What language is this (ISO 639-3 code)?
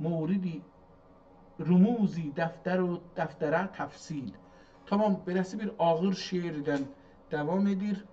azb